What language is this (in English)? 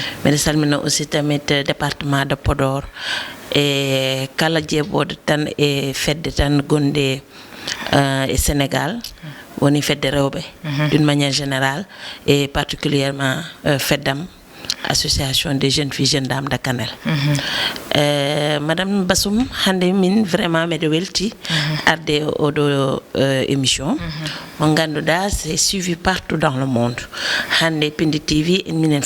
Fula